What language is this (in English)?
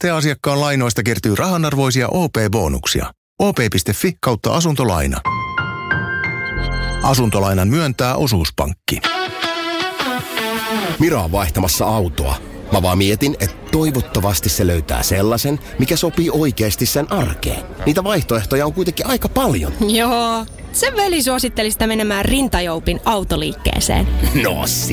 Finnish